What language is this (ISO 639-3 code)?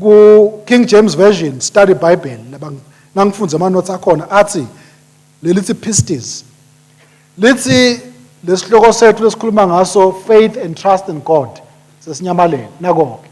ssw